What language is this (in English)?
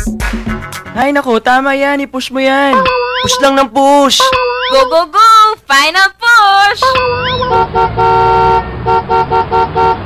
Filipino